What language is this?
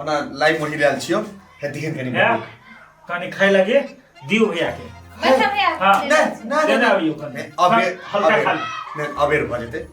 Maithili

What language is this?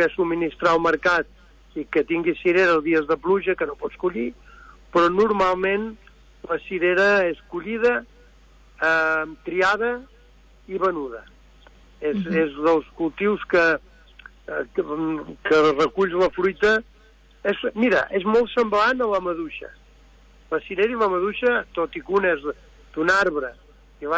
Catalan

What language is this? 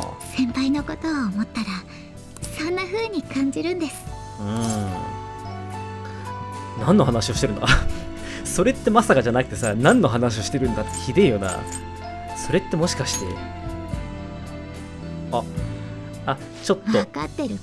Japanese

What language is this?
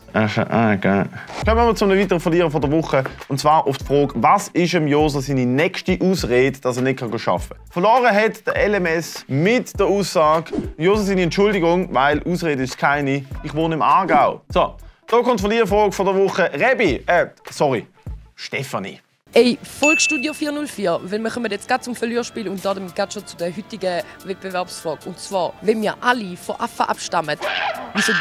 Swiss German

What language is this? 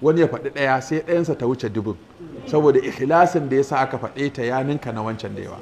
Hausa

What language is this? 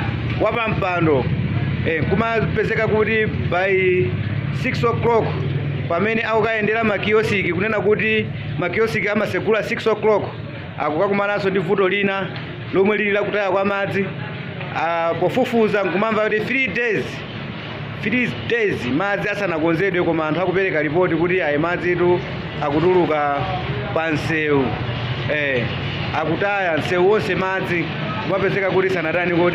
Nyanja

